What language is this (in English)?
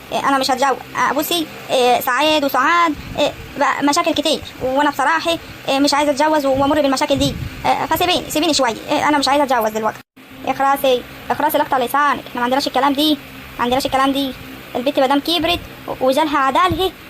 Egyptian Arabic